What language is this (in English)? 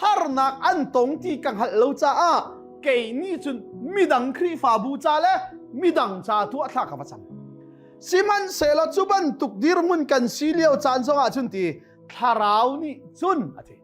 Hakha Chin